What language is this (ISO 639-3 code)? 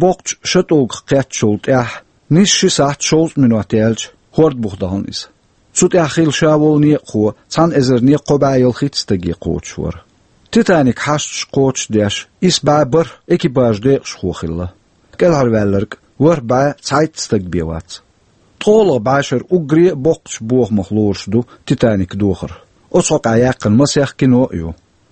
che